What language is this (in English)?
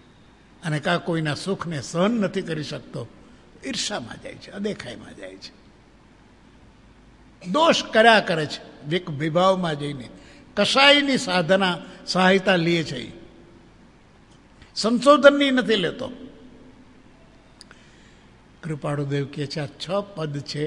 Gujarati